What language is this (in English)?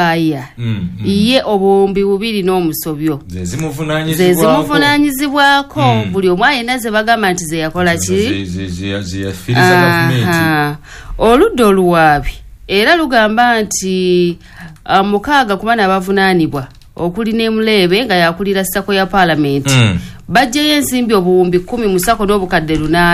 Ganda